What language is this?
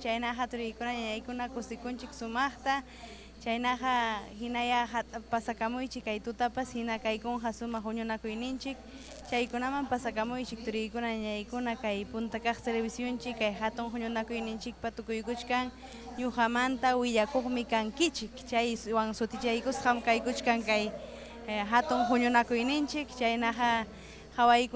Ayacucho Quechua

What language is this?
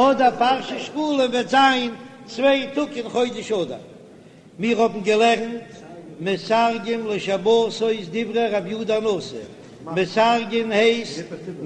Yiddish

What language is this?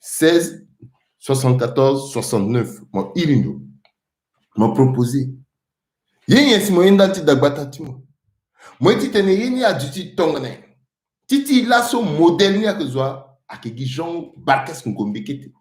Sango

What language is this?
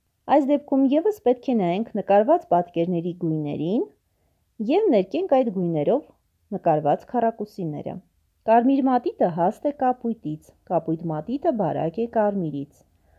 Armenian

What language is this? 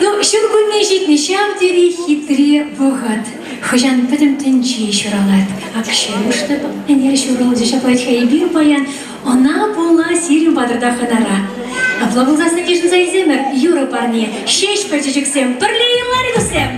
Chuvash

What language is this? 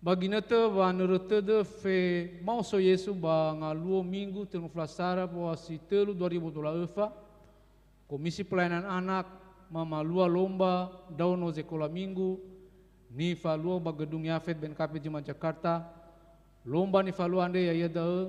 Nias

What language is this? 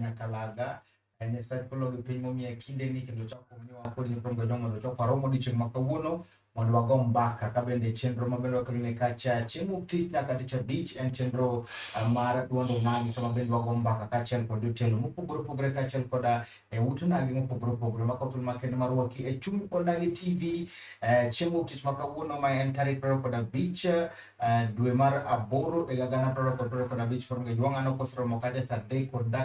Luo (Kenya and Tanzania)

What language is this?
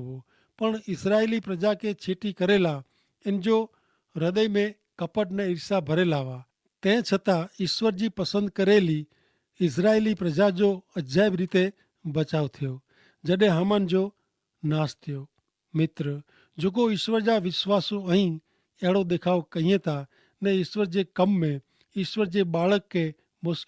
Kachhi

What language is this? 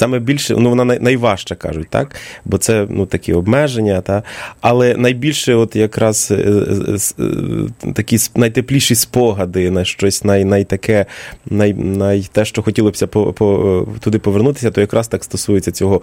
Ukrainian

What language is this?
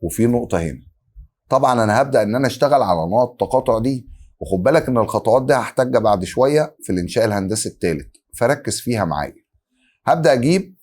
Egyptian Arabic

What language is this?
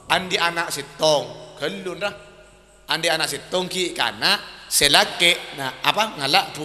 Madurese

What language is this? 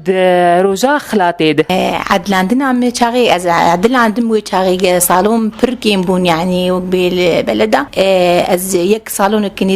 Kurdish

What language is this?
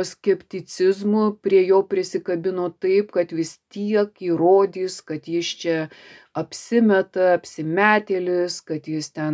Lithuanian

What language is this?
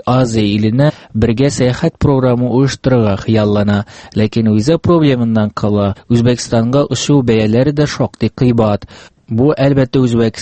Tatar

